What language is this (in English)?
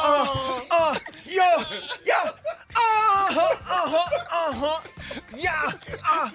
Czech